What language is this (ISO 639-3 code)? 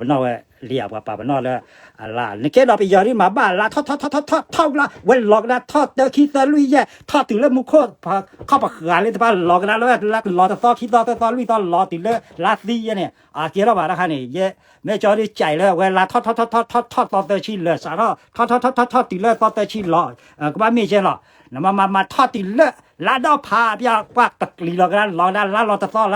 ksw